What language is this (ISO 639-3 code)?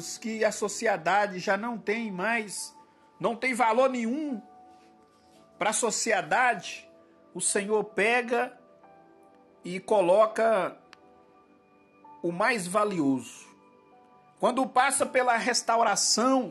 por